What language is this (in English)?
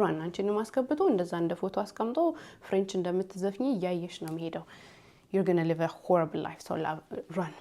Amharic